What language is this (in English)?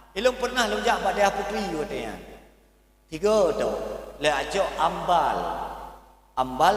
Achinese